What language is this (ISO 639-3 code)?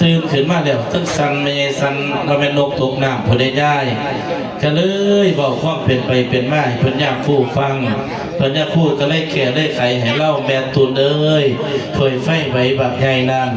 tts